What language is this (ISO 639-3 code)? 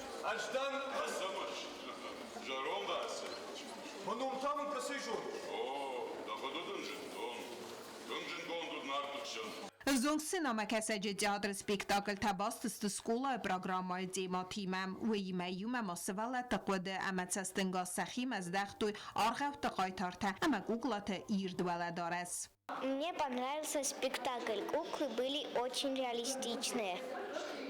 oss